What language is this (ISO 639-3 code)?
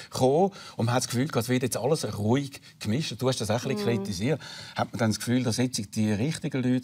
gsw